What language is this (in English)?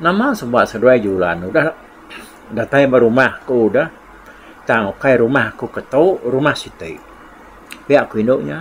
Iban